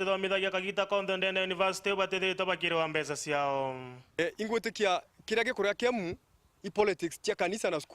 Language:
Meru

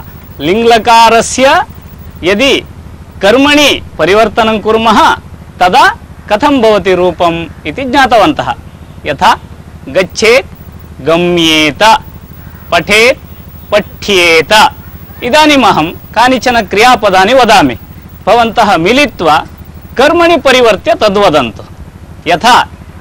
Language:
Sanskrit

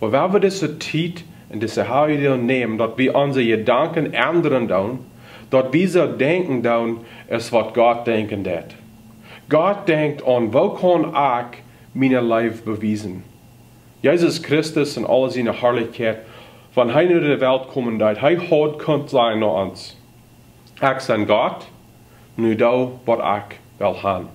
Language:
Plautdietsch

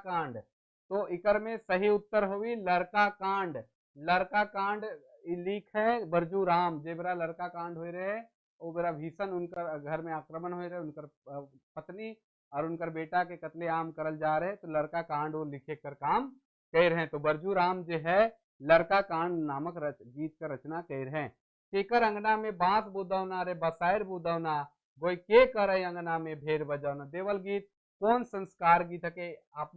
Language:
Sadri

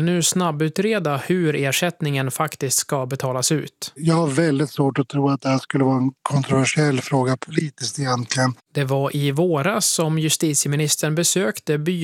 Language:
Swedish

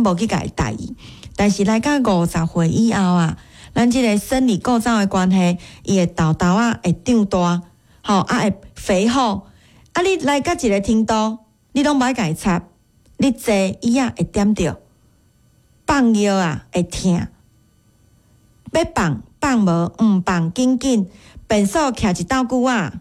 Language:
Min Nan Chinese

